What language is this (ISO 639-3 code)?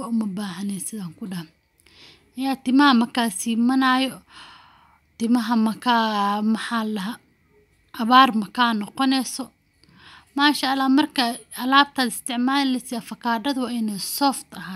som